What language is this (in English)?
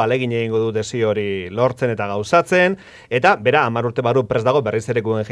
Basque